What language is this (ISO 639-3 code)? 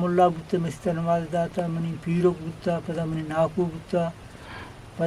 bgp